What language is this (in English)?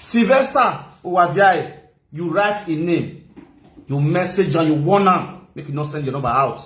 Nigerian Pidgin